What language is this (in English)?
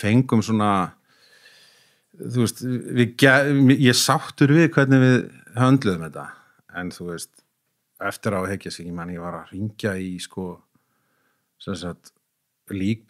Icelandic